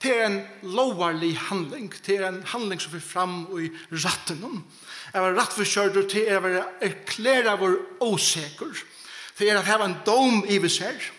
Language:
Faroese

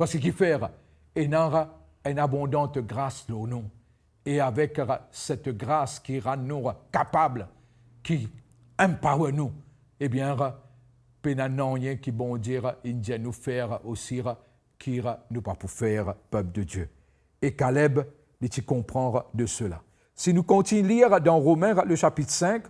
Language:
Morisyen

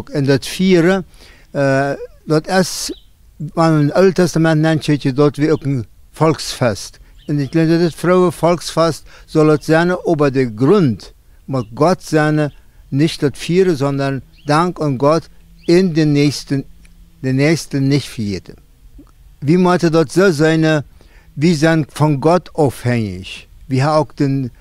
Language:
Plautdietsch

